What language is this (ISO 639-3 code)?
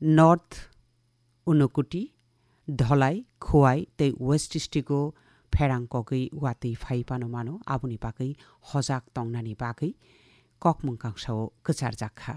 trp